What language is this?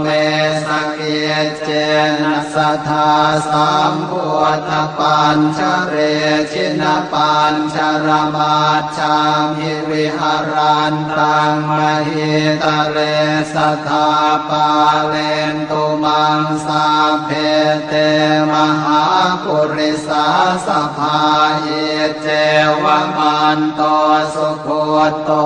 Pali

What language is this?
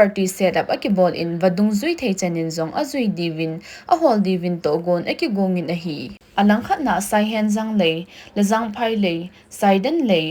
Thado Chin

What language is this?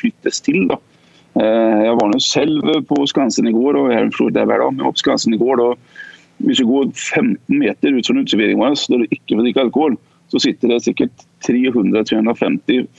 Norwegian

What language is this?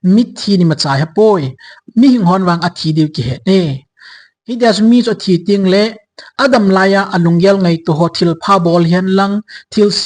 Thado Chin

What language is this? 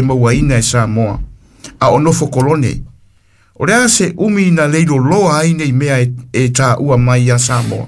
Samoan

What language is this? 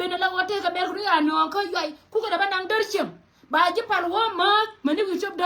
Nuer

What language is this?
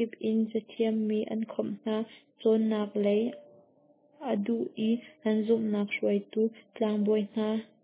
Hakha Chin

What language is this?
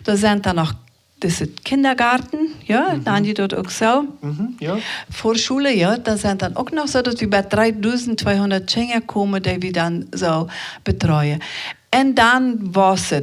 Plautdietsch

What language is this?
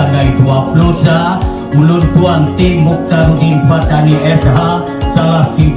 Achinese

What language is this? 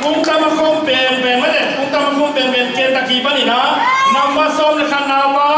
Tedim Chin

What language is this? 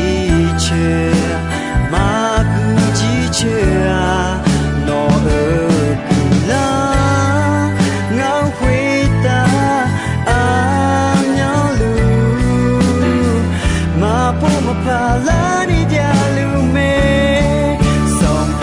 Akha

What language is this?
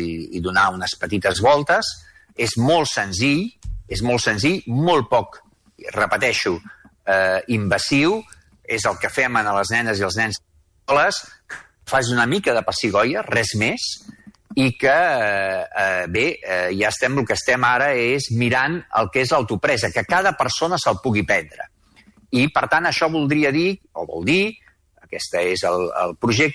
Catalan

